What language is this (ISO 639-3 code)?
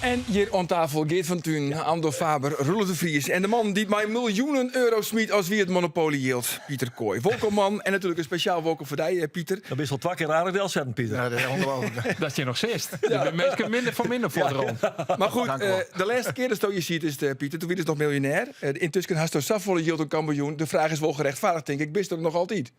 fry